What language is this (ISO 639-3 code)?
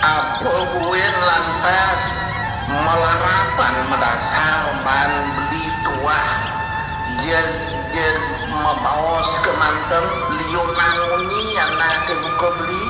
ban